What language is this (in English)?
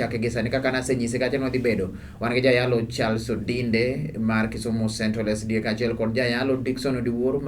Luo (Kenya and Tanzania)